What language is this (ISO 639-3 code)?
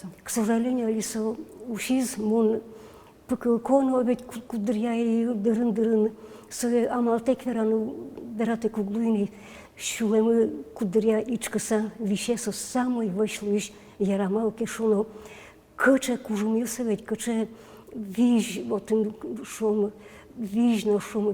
udm